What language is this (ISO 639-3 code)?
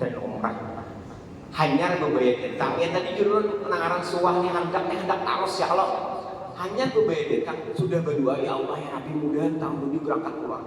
bjn